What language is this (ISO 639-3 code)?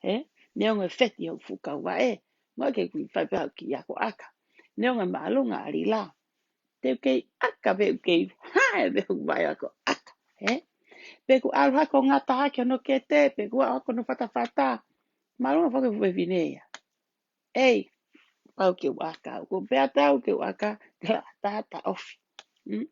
ton